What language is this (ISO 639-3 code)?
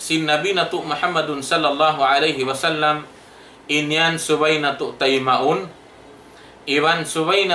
tsg